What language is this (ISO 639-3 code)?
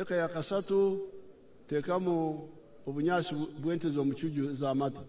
nyn